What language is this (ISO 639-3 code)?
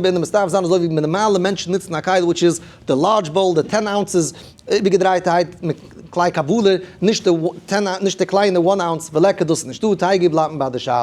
yid